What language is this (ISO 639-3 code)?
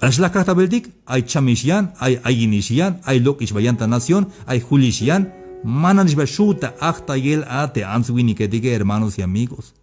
tzh